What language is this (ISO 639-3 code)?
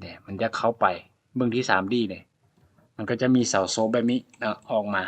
lao